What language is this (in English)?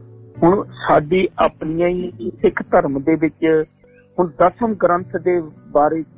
Punjabi